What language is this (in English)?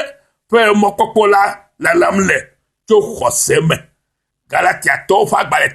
Ewe